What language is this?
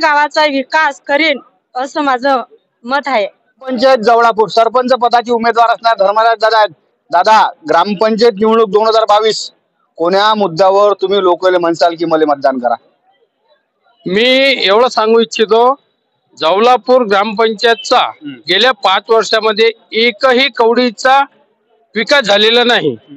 Marathi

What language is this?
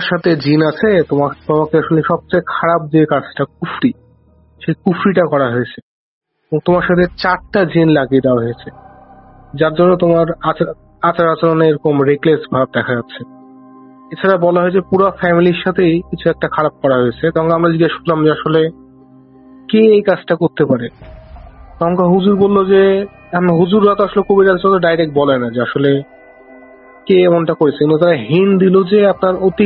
Bangla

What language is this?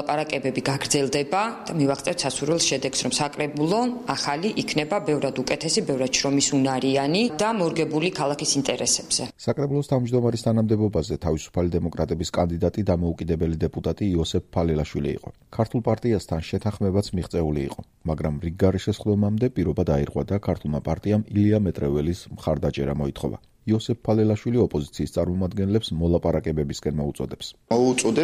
Georgian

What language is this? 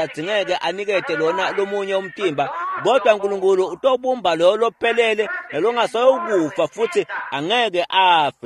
Swati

